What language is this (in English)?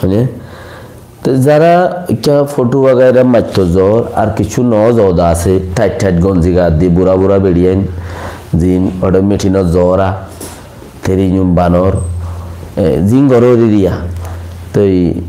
Rohingya